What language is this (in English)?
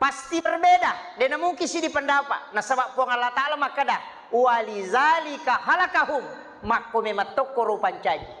Buginese